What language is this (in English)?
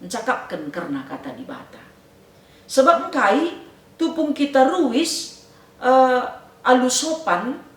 Batak Karo